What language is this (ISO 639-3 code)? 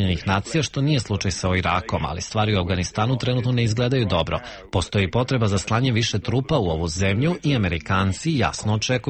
hrv